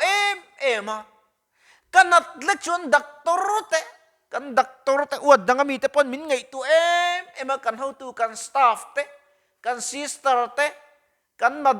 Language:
Mizo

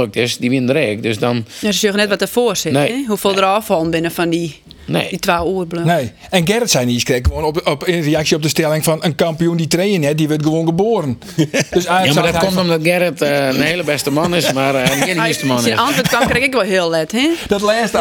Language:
Western Frisian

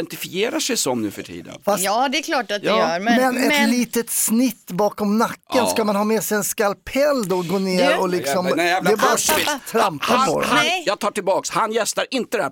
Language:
Swedish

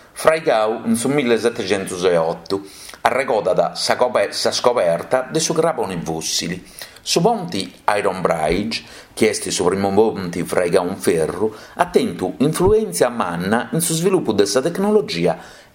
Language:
Sardinian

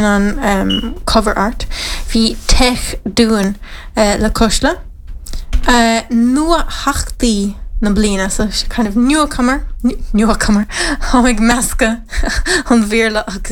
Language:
Irish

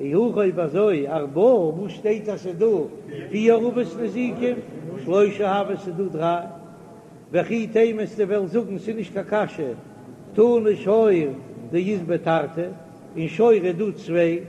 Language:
Yiddish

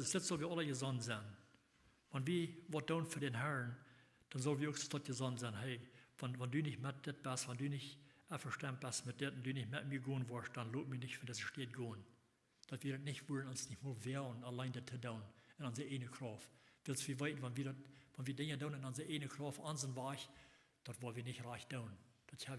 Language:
Plautdietsch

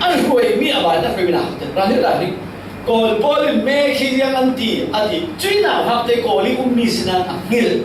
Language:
Falam Chin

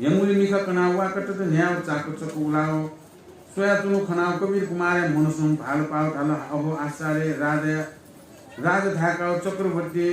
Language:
Newari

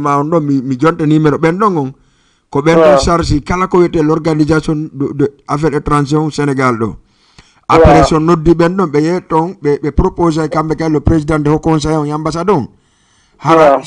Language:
Fula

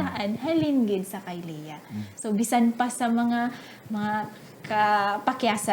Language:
Hiligaynon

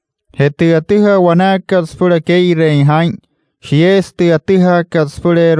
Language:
Wayuu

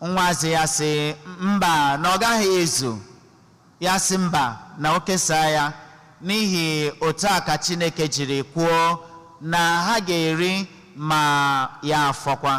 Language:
Igbo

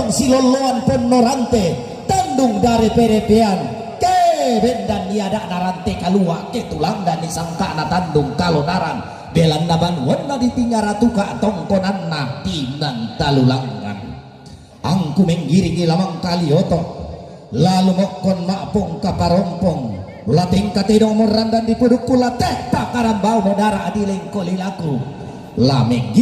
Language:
Toraja-Sa'dan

